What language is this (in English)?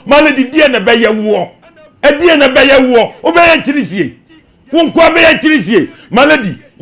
Akan